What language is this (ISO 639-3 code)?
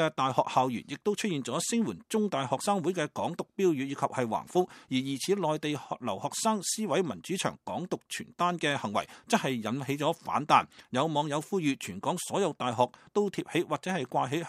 yue